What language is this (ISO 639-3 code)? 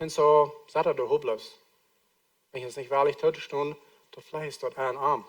pdt